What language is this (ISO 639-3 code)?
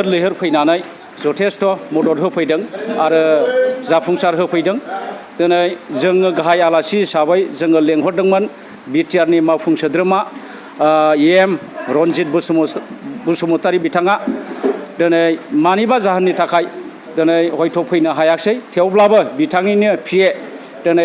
brx